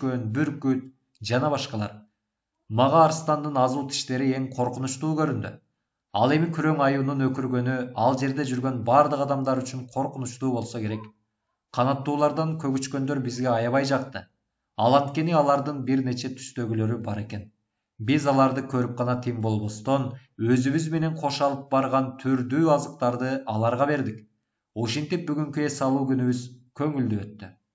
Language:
Kyrgyz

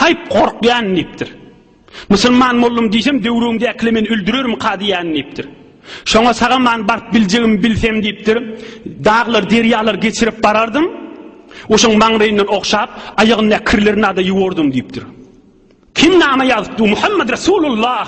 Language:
Turkmen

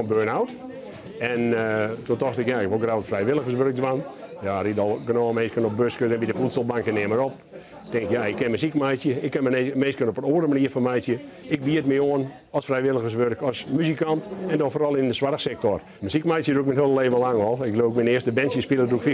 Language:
Western Frisian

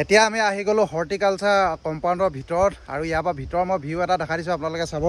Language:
Assamese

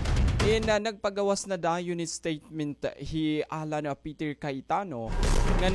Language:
Waray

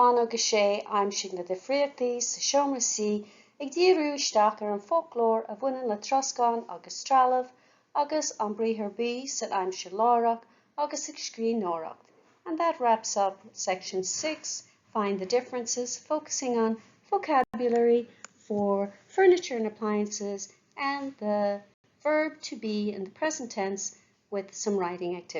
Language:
Irish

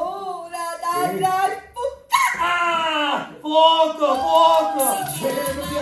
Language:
Sicilian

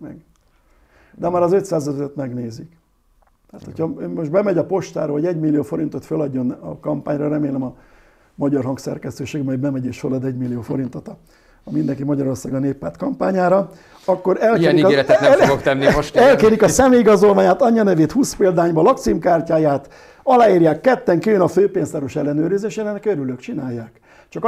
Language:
Hungarian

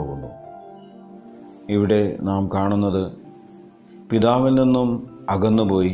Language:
Malayalam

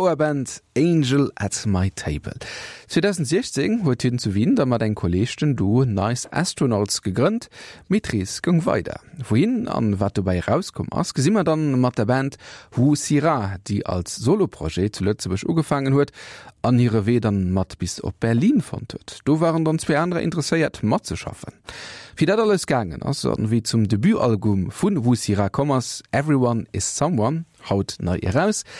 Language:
Luxembourgish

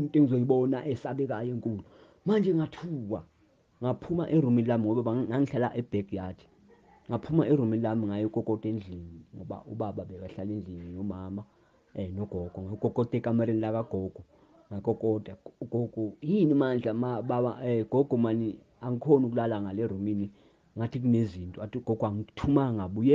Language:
Zulu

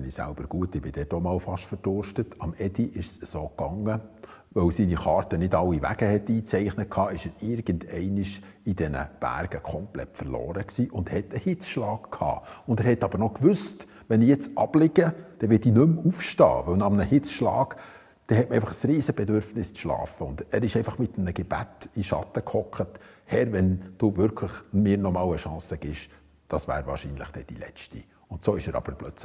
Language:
Swiss German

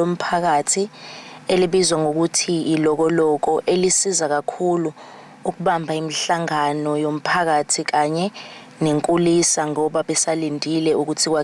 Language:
Zulu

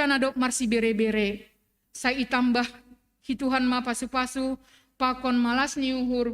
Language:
Batak Simalungun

